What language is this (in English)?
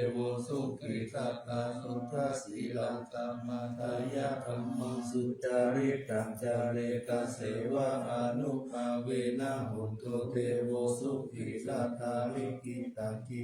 Pali